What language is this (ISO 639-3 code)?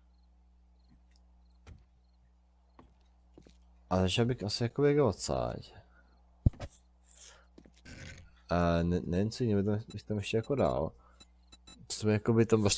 ces